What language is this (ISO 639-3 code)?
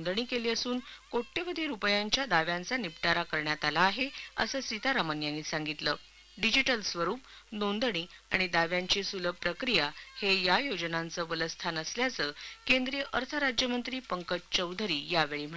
mar